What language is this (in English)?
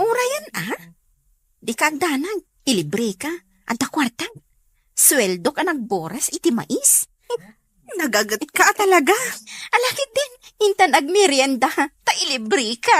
Iloko